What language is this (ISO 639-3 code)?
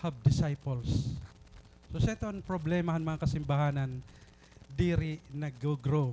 war